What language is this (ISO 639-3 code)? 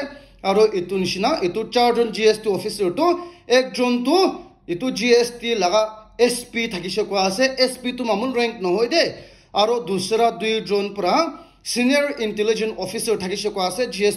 nag